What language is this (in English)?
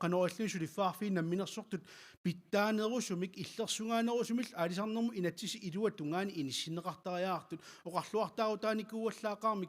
Kalaallisut